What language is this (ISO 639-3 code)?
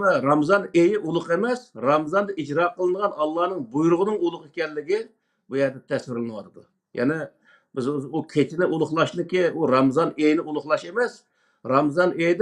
uig